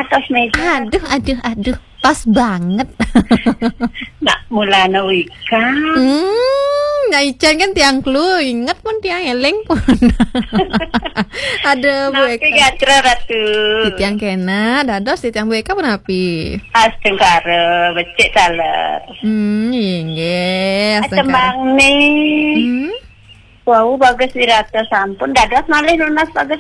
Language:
Balinese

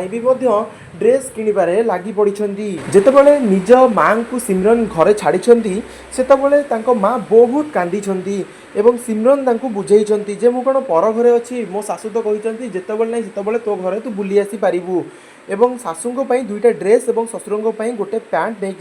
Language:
Odia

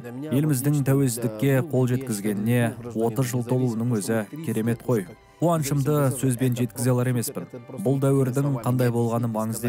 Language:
Kazakh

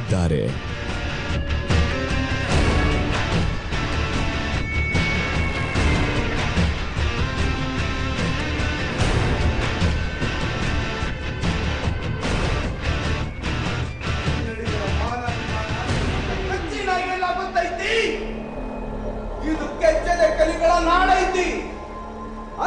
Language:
Kannada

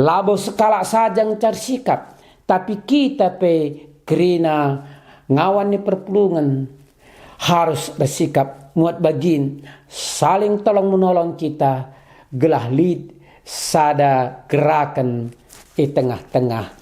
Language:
Batak Karo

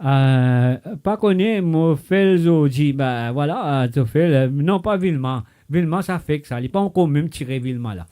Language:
Morisyen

